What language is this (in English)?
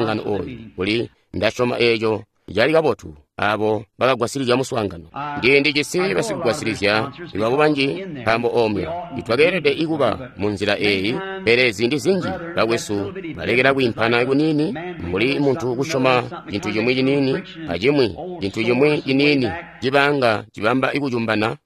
Tonga (Zambia)